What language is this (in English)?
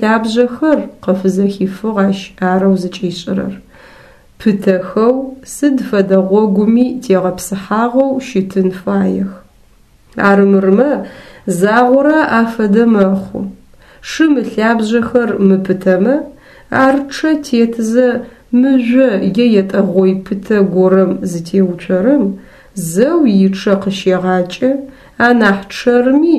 Adyghe